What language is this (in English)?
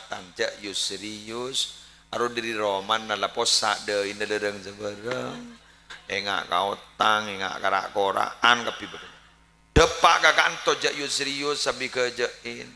Madurese